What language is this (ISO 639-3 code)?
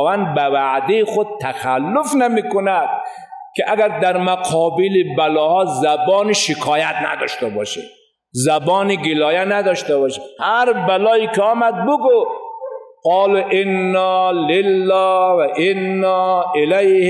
fas